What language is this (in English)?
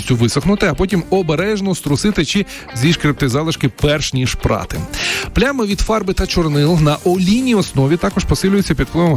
Ukrainian